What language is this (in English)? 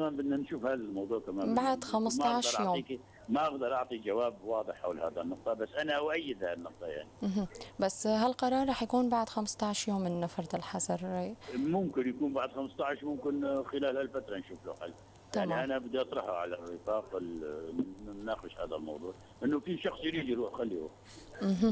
North Levantine Arabic